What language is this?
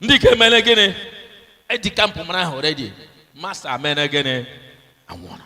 Igbo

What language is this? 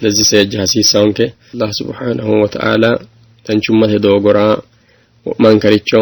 Sidamo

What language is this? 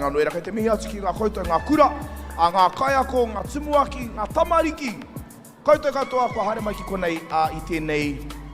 Māori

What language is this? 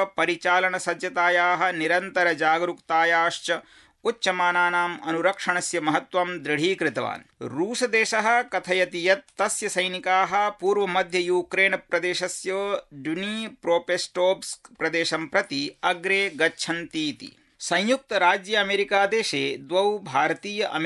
Sanskrit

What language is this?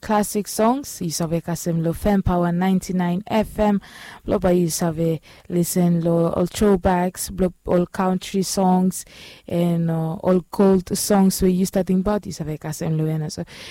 Bislama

